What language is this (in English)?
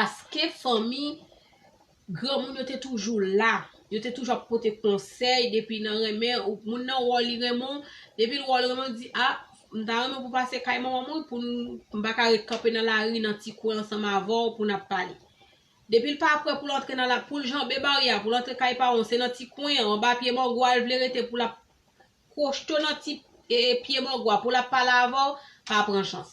Haitian Creole